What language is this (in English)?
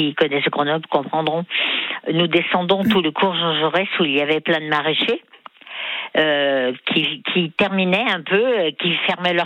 French